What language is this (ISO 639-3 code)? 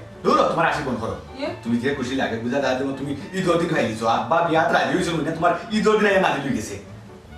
syl